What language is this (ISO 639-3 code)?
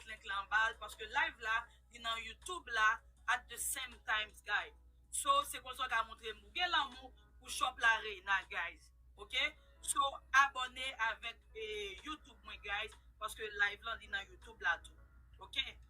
hat